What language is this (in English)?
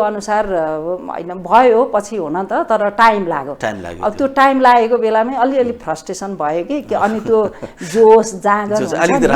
Nepali